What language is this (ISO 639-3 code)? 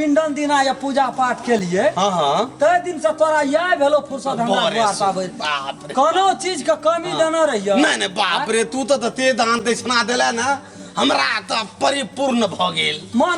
mai